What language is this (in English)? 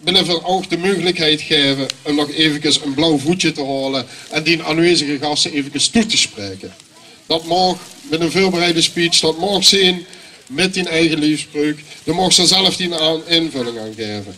Limburgish